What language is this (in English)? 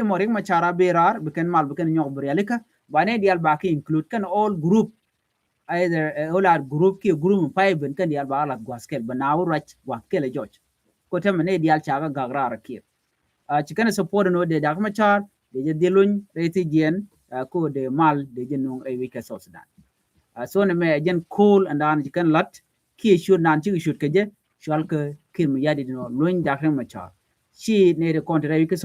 Nuer